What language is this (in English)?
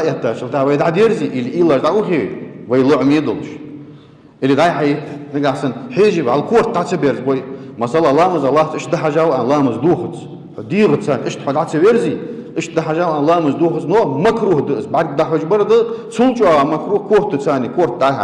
Ingush